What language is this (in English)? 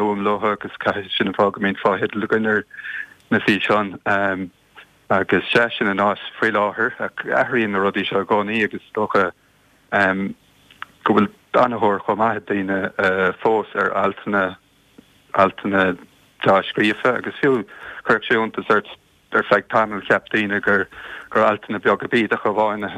Irish